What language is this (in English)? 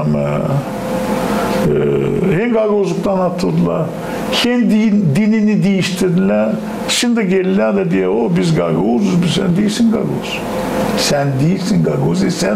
Gagauz